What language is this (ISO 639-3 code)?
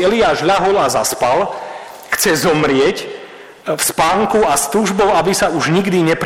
slk